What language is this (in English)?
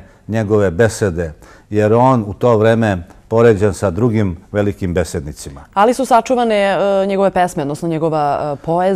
Serbian